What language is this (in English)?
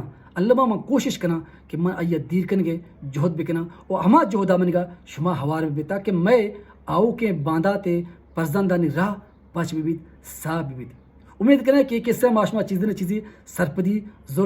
Baluchi